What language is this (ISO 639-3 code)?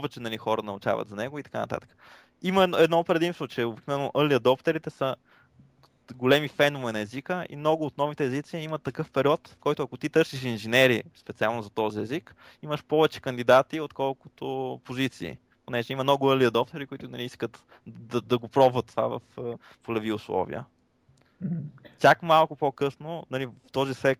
bul